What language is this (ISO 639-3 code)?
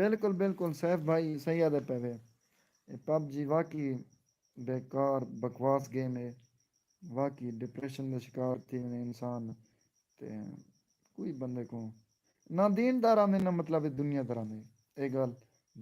skr